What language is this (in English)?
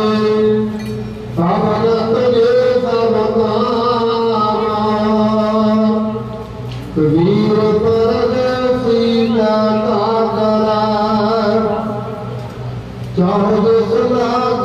Punjabi